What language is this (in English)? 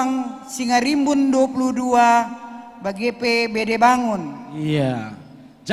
Batak Karo